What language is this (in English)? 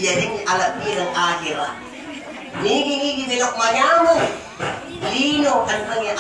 Buginese